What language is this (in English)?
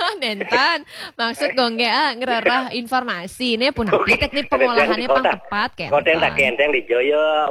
Balinese